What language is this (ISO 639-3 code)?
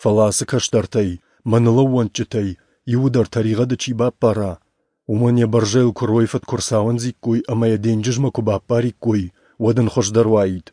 oss